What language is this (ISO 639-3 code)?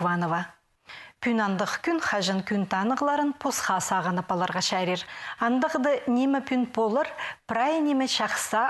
kjh